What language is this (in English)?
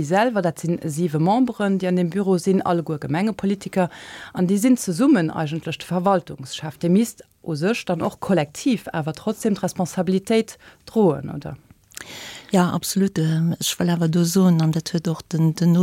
Luxembourgish